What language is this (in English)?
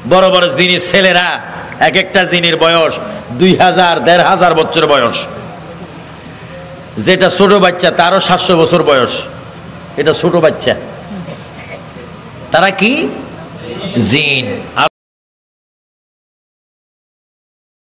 Bangla